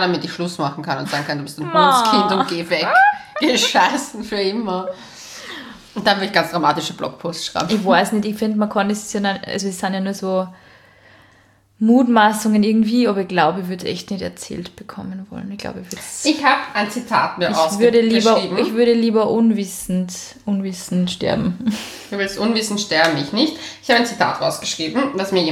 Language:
German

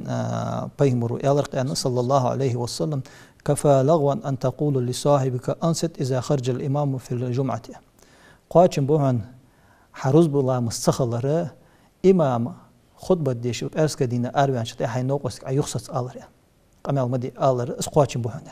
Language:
Ingush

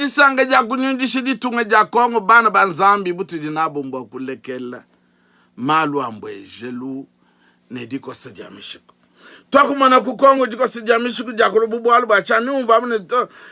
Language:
Luba-Lulua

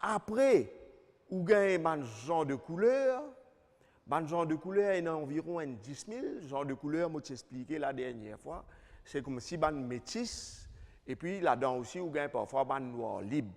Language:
Morisyen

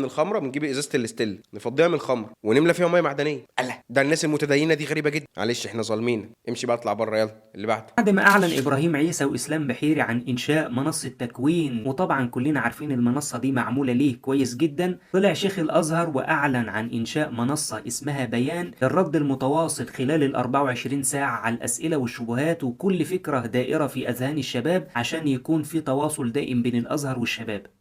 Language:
Egyptian Arabic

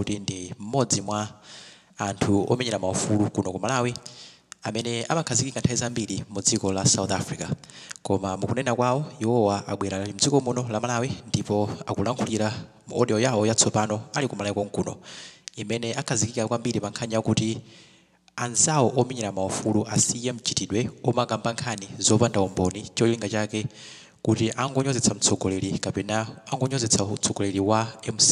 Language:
Nyanja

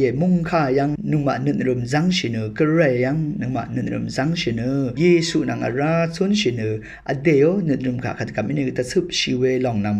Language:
Rawang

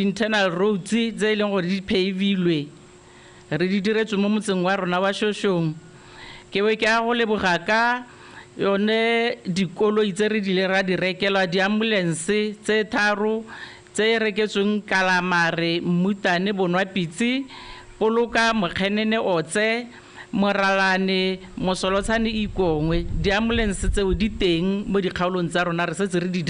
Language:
Tswana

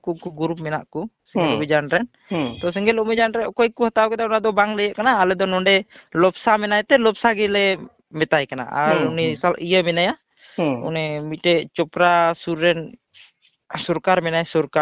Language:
Santali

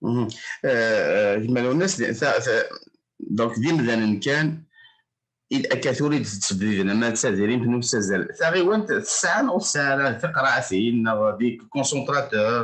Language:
Kabyle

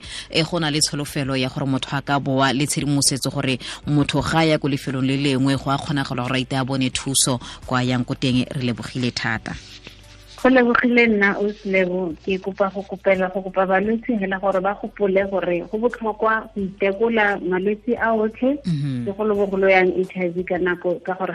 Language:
Tswana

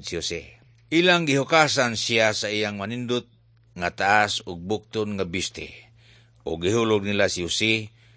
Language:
Cebuano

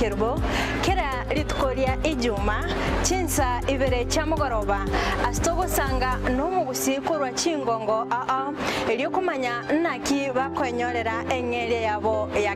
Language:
Gusii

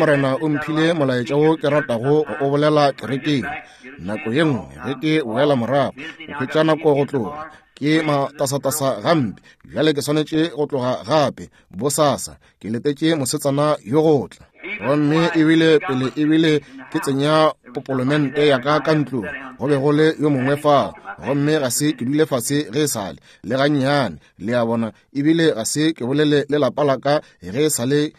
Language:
Northern Sotho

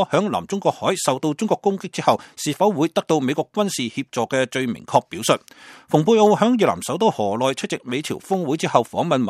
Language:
Cantonese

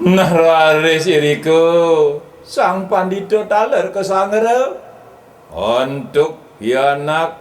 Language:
Balinese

